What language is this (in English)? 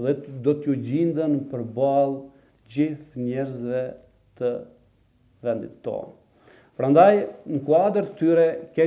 Albanian